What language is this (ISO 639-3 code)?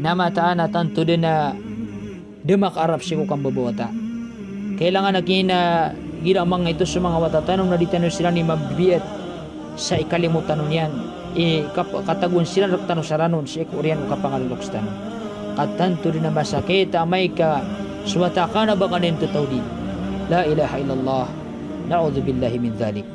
mrw